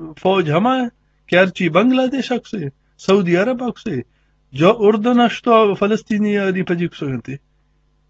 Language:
Eastern Balochi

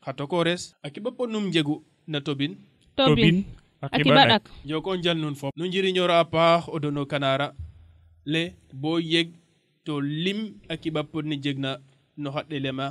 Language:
Serer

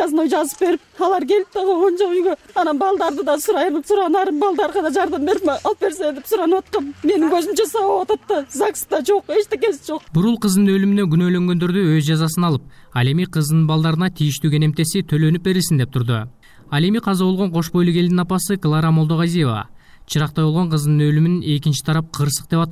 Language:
Kyrgyz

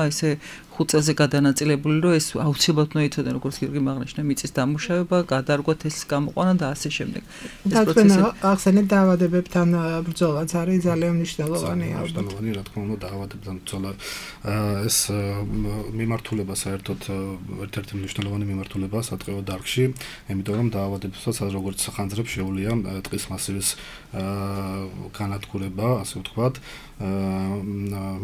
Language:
Georgian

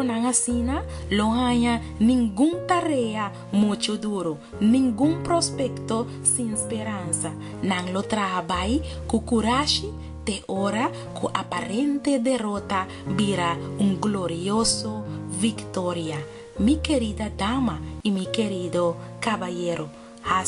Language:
Papiamento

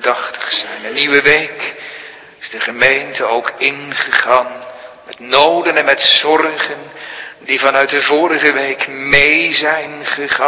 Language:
Dutch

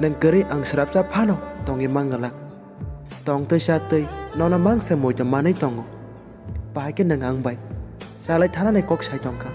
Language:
Kok Borok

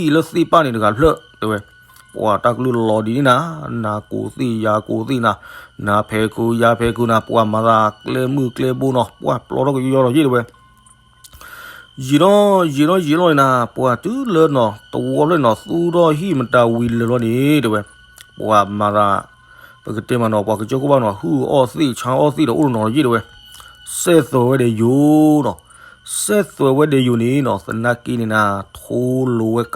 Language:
S'gaw Karen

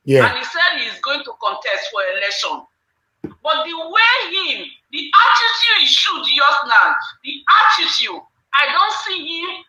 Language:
Nigerian Pidgin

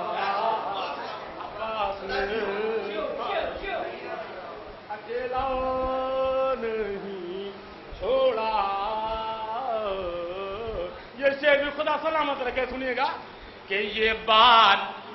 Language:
Urdu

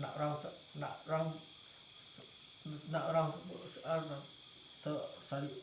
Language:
Minangkabau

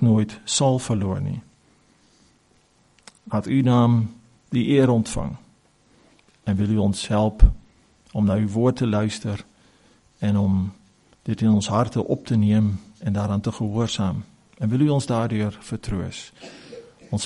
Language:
Afrikaans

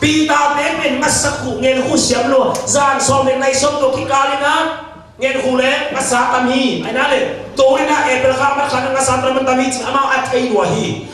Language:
Tedim Chin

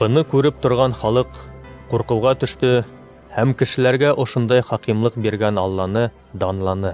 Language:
Bashkir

